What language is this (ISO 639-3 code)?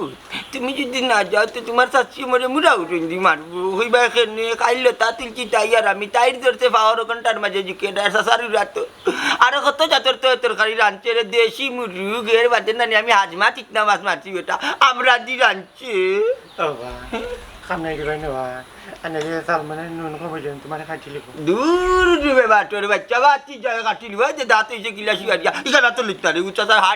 syl